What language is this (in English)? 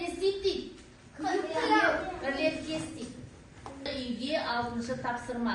Kazakh